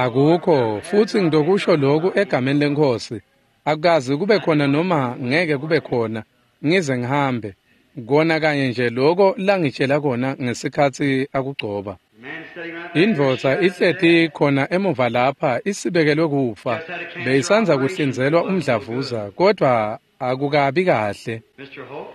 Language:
Swati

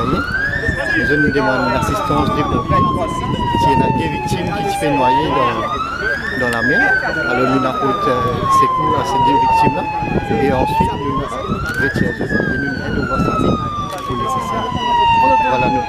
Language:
Morisyen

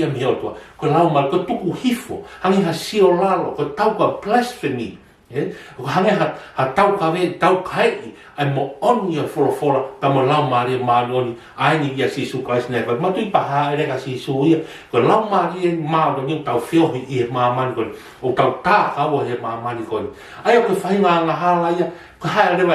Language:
Tongan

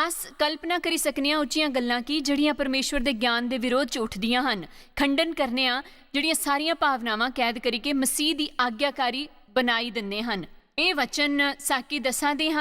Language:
Dogri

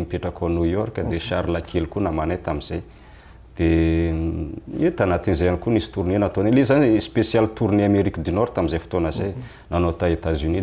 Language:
Malagasy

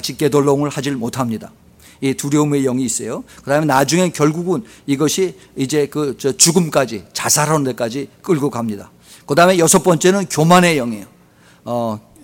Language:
Korean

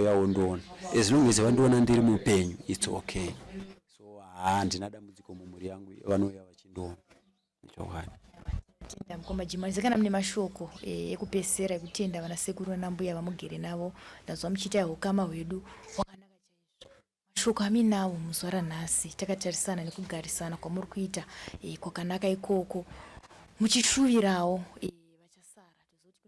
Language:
Shona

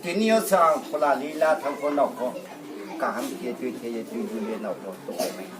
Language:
Riang (India)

